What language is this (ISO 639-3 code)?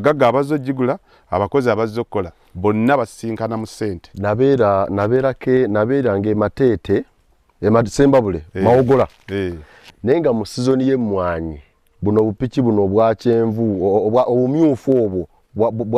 lug